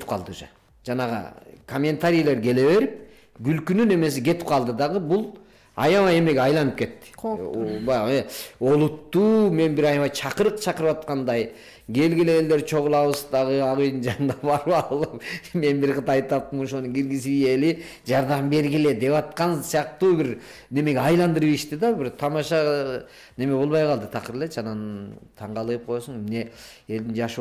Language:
Kyrgyz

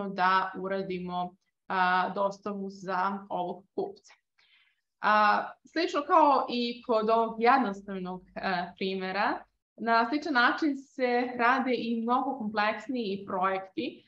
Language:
Serbian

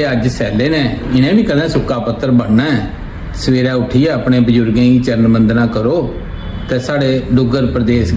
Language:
Dogri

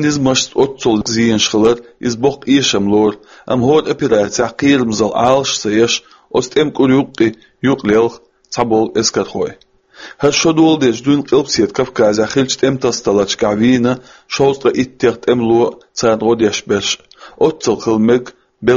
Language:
Chechen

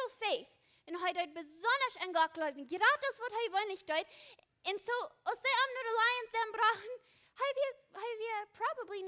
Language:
Plautdietsch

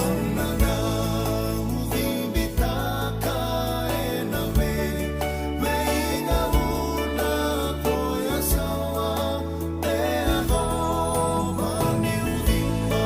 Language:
Fijian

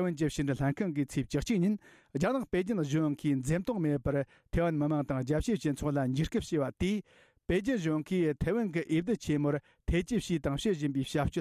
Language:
Tibetan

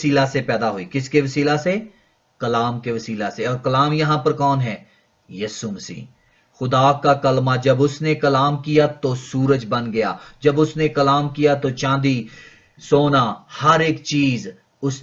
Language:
Urdu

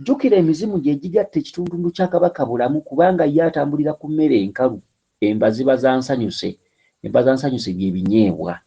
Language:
Ganda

